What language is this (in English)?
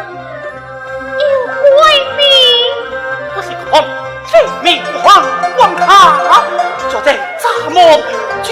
Pu-Xian Chinese